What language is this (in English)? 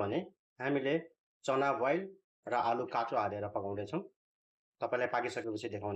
Nepali